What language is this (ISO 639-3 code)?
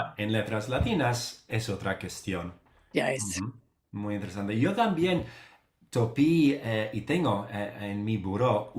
lad